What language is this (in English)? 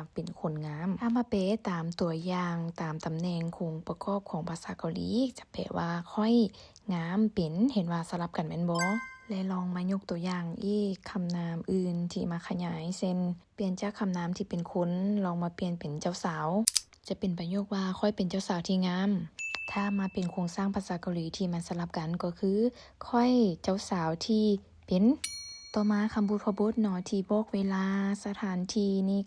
Lao